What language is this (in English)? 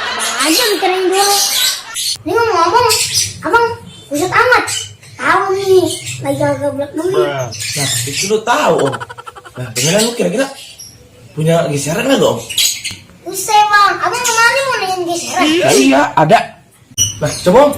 Betawi